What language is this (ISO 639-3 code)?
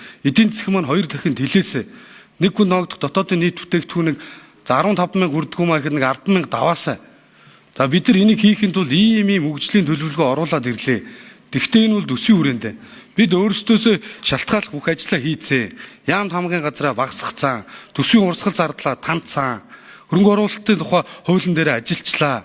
mon